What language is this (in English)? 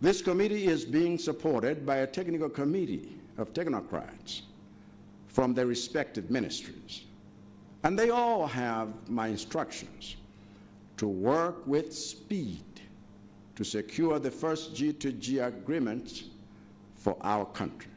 Nyanja